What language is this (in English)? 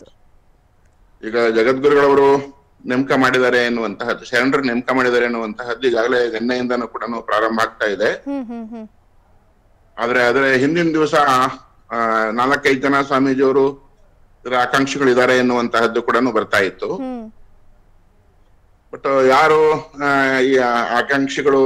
Kannada